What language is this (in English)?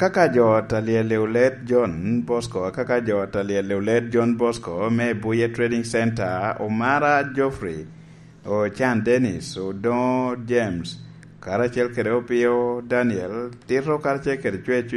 Lango (Uganda)